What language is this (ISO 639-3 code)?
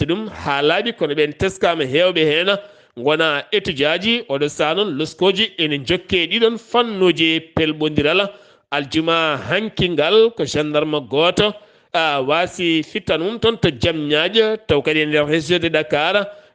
ful